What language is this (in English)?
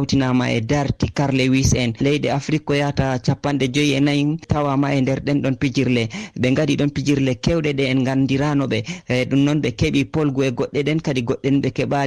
Fula